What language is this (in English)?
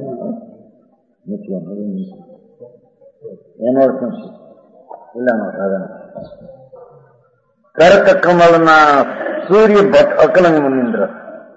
Gujarati